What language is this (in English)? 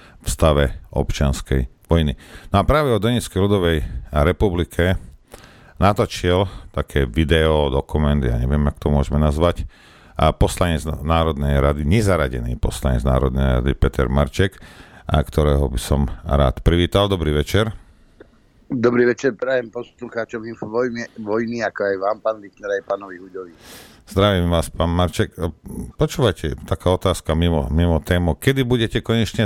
Slovak